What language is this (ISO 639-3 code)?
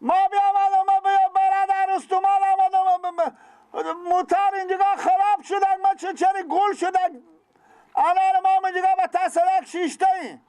fas